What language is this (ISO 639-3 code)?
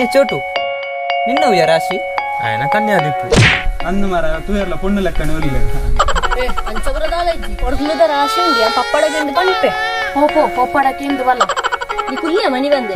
tcy